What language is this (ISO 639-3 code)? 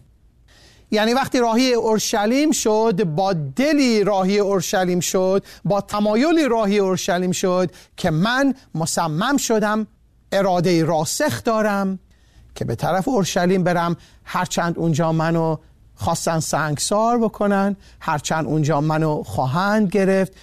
fas